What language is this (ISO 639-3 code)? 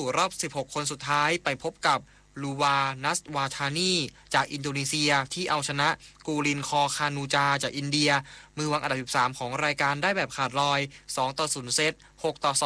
tha